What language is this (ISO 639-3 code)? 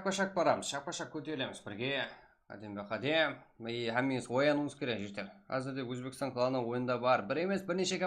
kaa